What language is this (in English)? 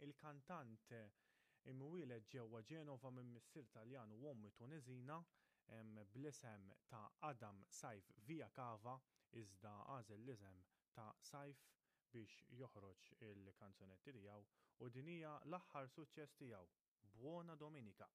Maltese